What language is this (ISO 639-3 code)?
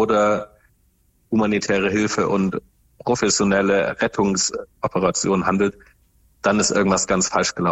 deu